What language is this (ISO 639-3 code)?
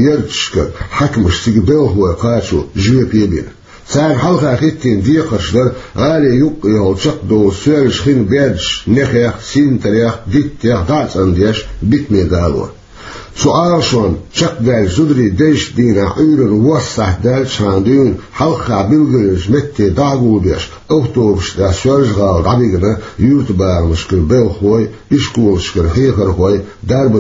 che